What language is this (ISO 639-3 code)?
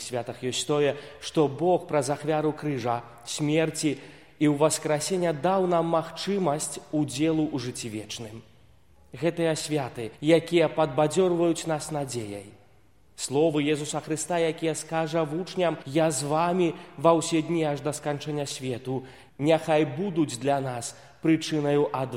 bel